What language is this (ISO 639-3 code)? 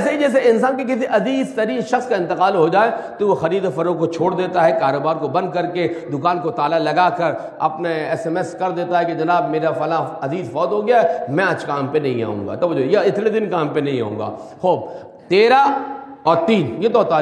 urd